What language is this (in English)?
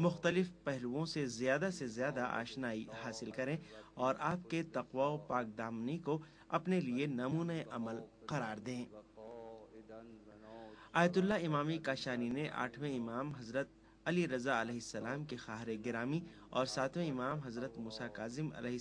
Urdu